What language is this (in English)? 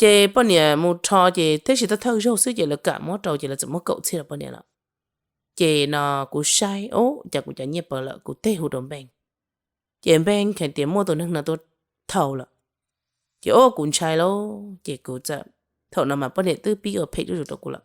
Hmong